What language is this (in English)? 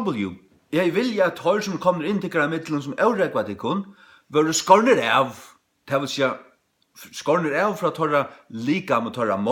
Faroese